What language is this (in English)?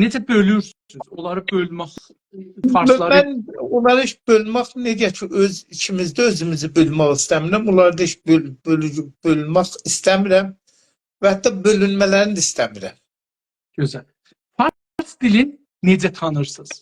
South Azerbaijani